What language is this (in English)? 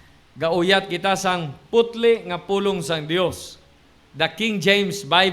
Hiligaynon